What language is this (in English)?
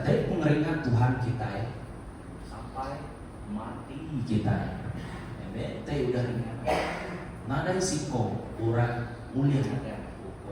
Iban